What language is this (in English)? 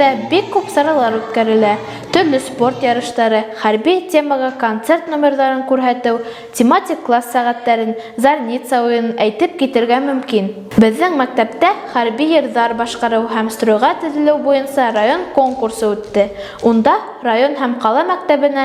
Bashkir